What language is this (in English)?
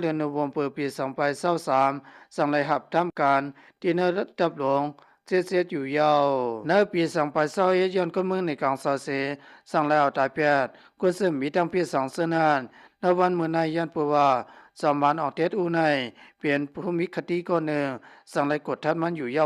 Lao